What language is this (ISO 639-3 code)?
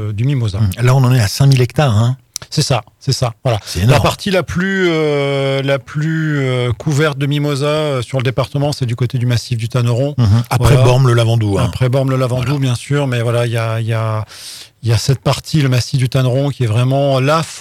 fra